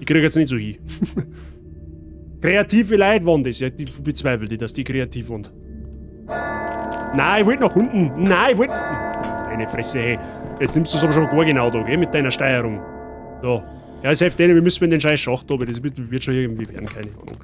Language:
Bavarian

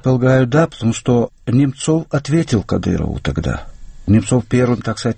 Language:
Russian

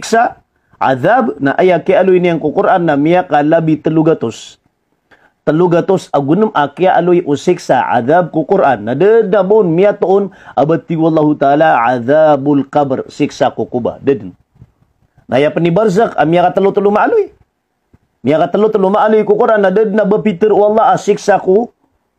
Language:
Maranao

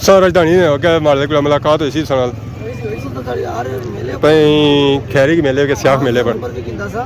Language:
Pahari-Potwari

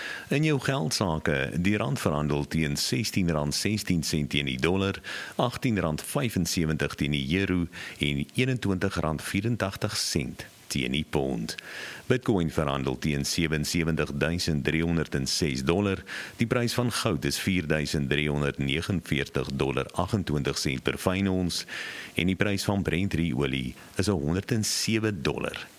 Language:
Afrikaans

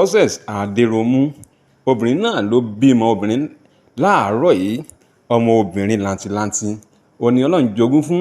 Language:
Yoruba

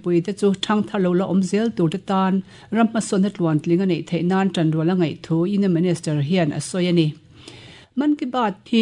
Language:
Mizo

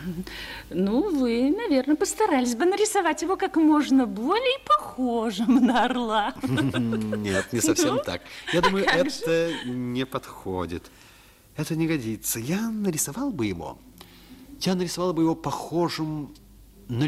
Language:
Russian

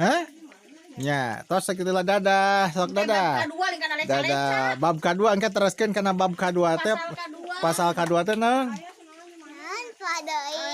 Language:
Sundanese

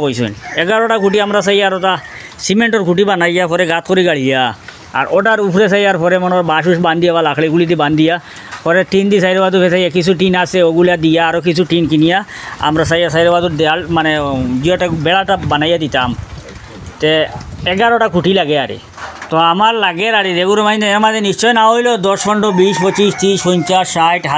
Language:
Sylheti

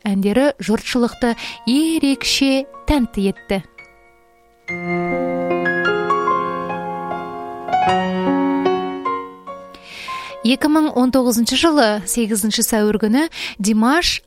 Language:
Kazakh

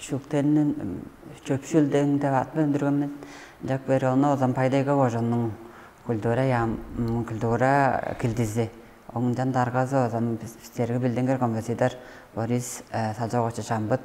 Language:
Tuvinian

